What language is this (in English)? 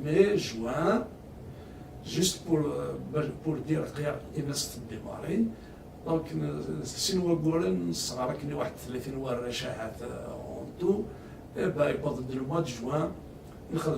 Kabyle